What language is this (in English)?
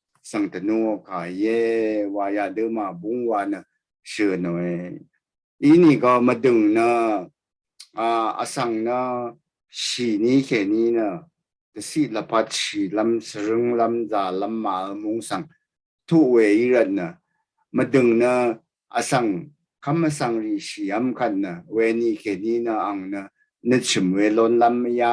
Rawang